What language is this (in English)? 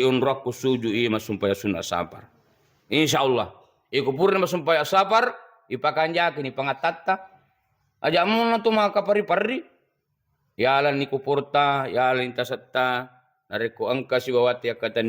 Buginese